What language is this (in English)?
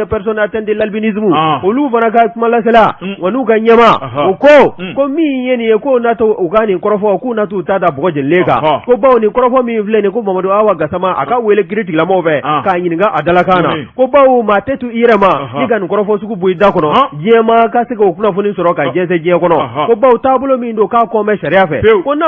Bambara